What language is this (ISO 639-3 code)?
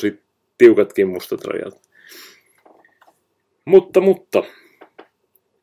fin